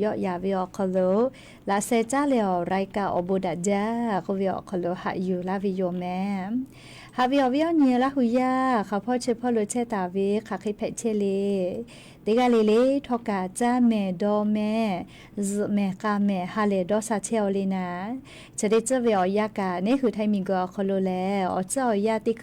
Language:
Lahu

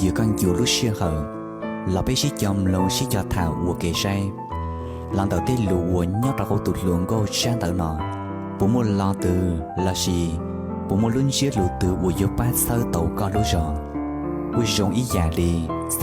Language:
Hmong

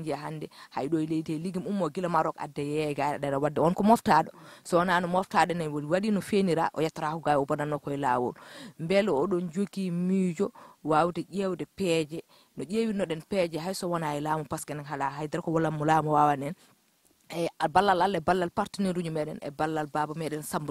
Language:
Fula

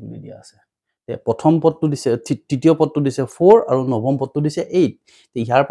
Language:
Assamese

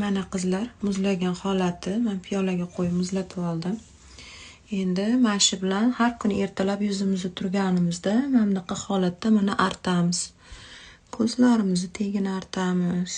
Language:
Uzbek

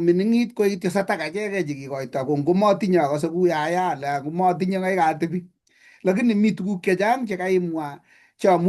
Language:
Kalenjin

